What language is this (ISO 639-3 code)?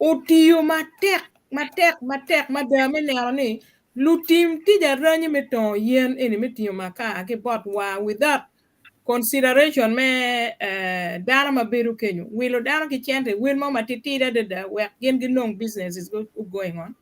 ach